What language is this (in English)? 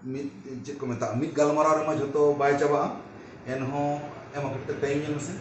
Santali